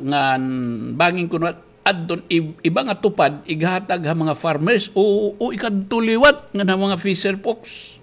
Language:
Waray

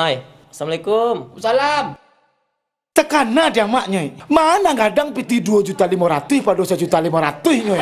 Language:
Minangkabau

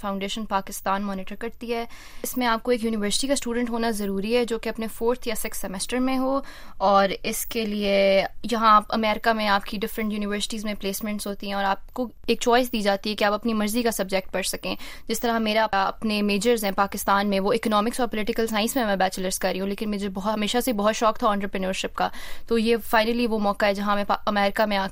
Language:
Urdu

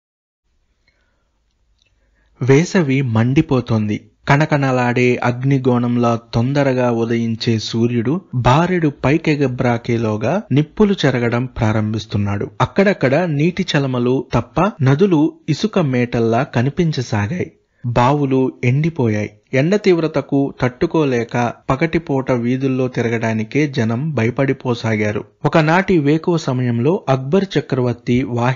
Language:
Telugu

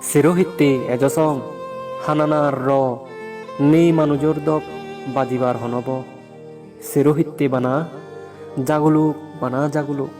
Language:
Chakma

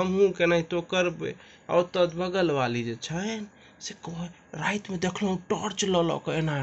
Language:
Maithili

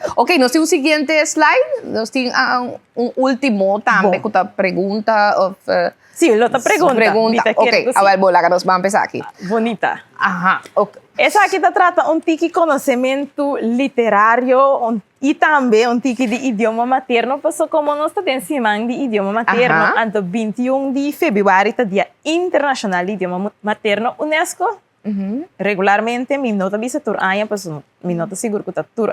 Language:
Papiamento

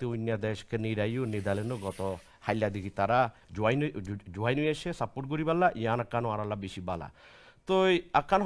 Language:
Rohingya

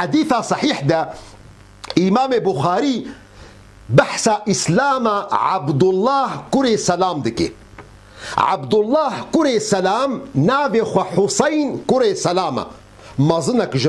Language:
Kurdish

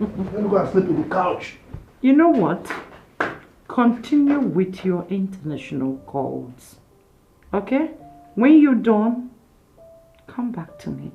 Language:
Nigerian Pidgin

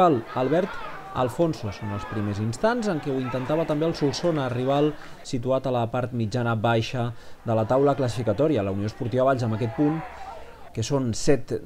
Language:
Catalan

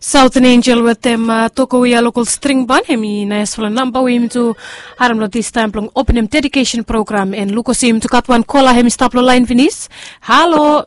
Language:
Bislama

